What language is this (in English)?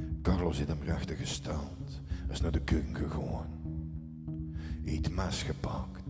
Dutch